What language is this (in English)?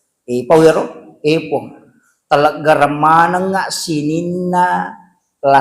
Buginese